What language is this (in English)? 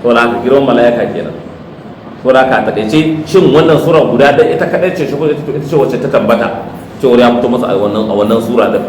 Hausa